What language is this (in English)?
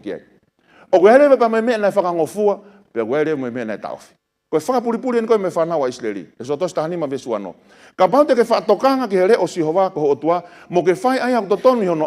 Tongan